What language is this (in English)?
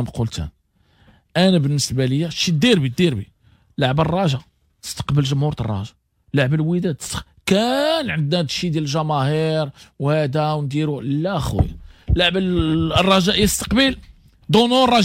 Moroccan Arabic